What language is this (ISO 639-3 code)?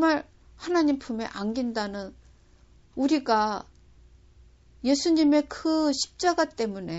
kor